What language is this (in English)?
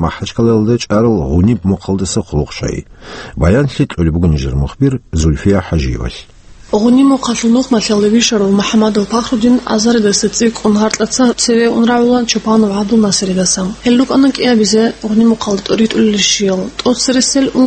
Avaric